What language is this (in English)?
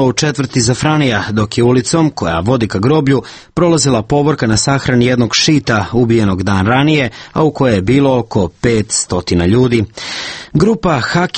Serbian